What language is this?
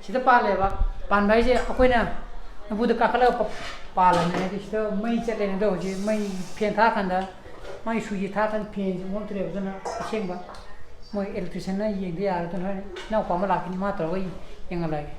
Manipuri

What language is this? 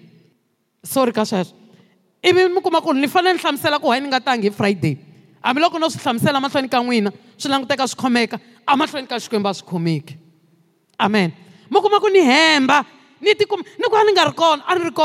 Tsonga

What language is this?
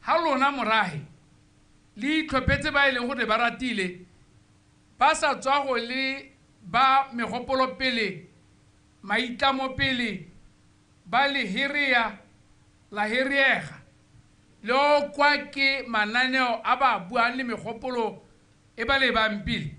Tswana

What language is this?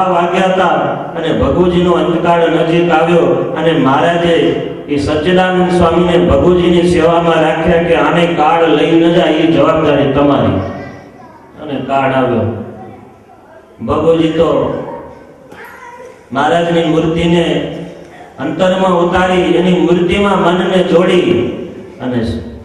Gujarati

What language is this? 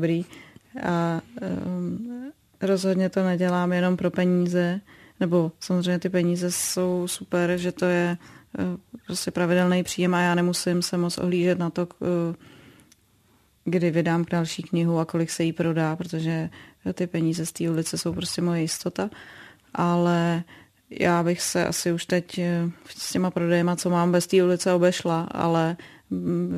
Czech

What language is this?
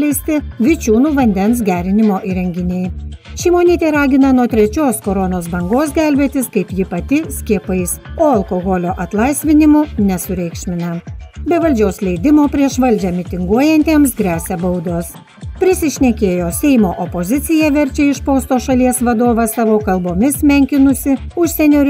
Lithuanian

